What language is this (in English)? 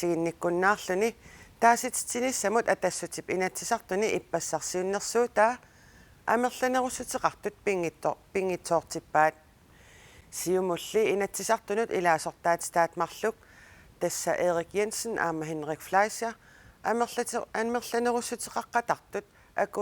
Kalaallisut